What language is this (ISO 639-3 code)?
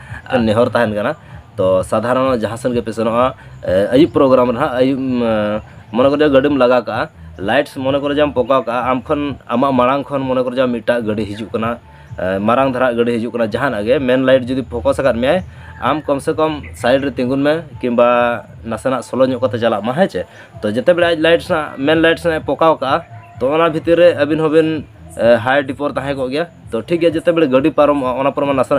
sat